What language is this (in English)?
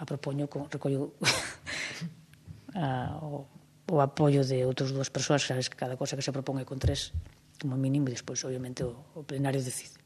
Galician